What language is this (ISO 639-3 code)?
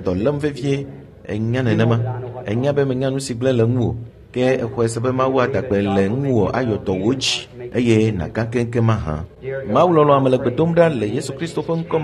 ewe